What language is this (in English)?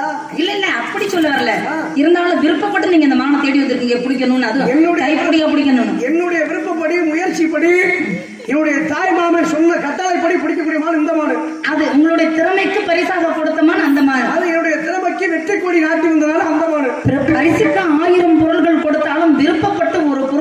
Tamil